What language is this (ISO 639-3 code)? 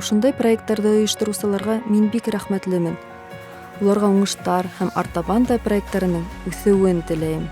bak